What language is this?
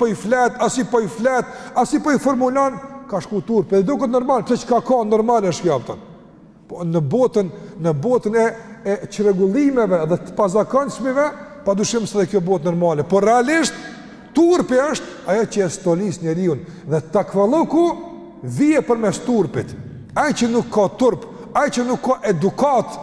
Albanian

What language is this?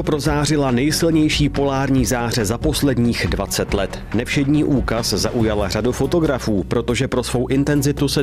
Czech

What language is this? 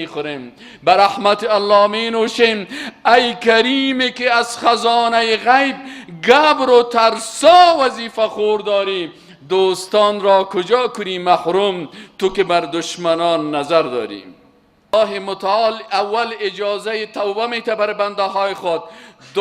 Persian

